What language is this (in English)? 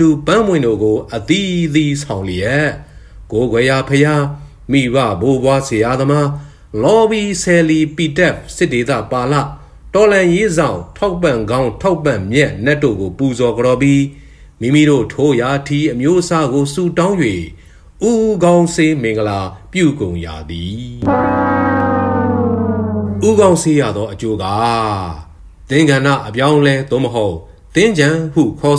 Burmese